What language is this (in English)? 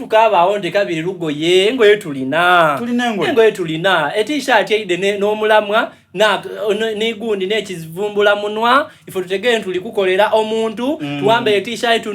Soga